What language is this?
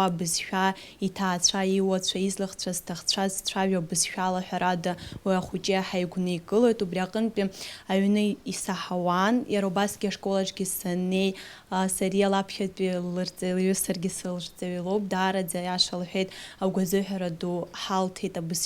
Abkhazian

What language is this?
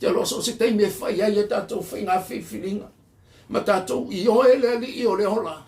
Samoan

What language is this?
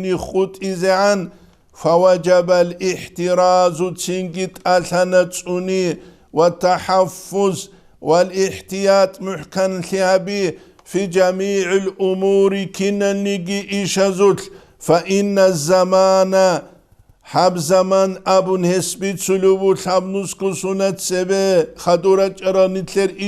Avaric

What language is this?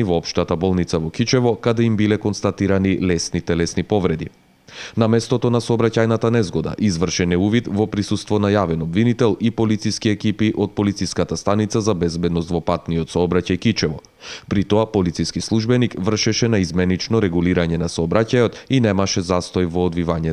Macedonian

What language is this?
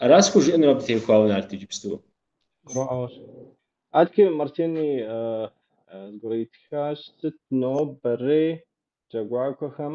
Kabardian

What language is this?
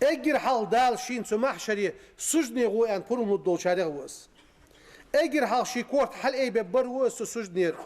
Ingush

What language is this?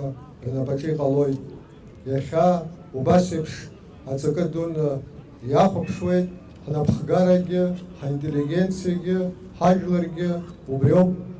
Abkhazian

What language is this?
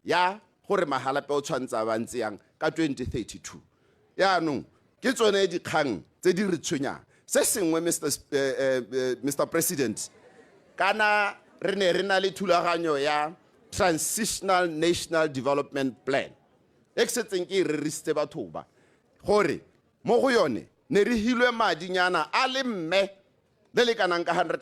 Tswana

